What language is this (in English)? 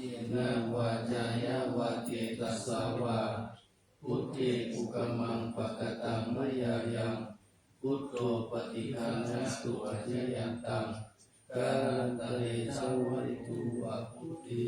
Pali